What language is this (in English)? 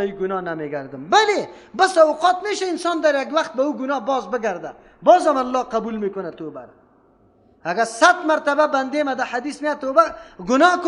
Persian